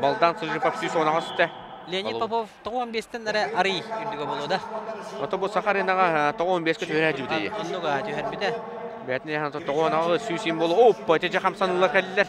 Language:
Yakut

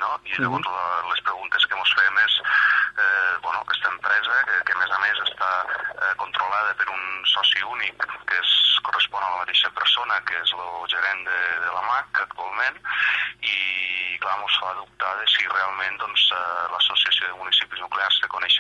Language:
Catalan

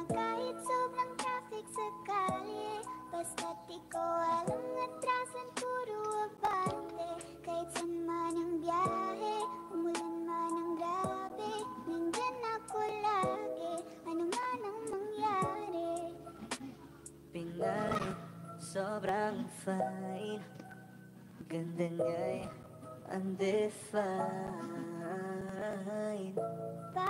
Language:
Filipino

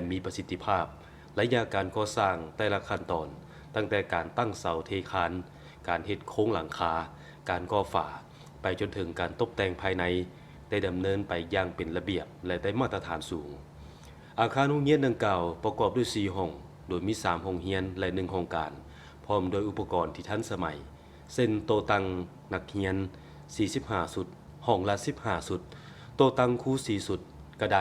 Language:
Lao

